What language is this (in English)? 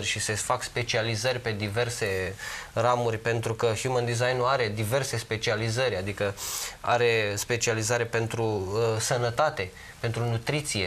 Romanian